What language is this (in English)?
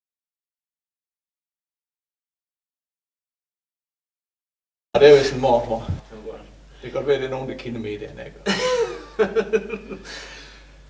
Danish